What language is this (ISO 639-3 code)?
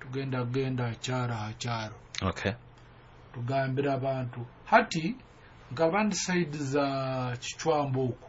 nyo